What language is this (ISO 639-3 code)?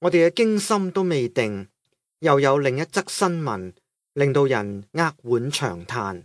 yue